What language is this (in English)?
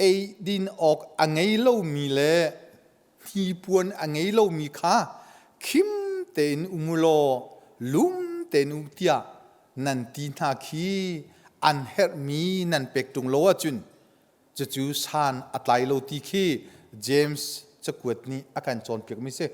Hakha Chin